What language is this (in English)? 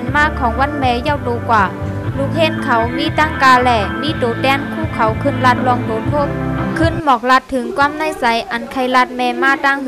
Shan